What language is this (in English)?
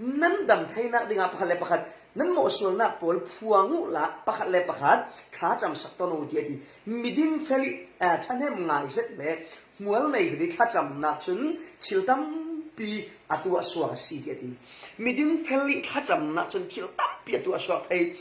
Falam Chin